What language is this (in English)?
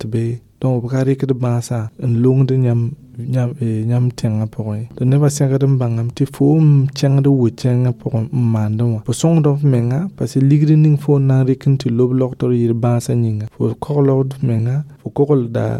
Mossi